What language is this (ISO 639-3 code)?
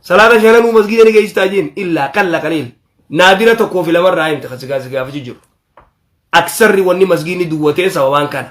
orm